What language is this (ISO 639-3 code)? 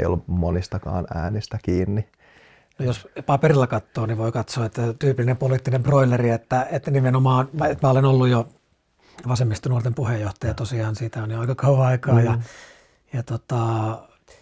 fin